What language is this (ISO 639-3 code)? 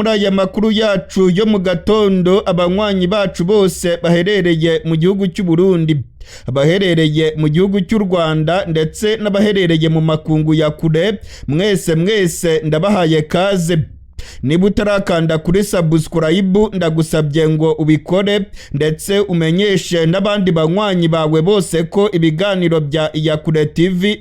run